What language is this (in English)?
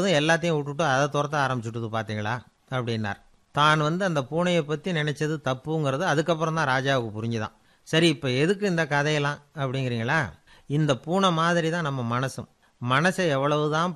Tamil